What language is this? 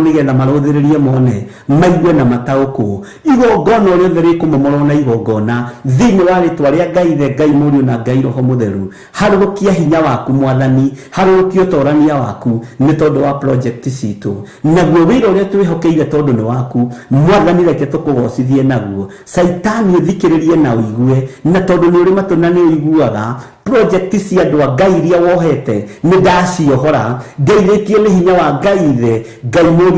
Kikuyu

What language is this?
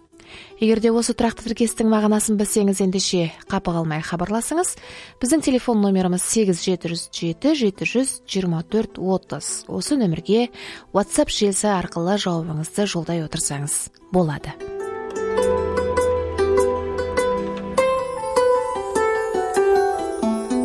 Kazakh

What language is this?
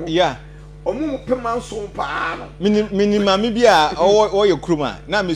Akan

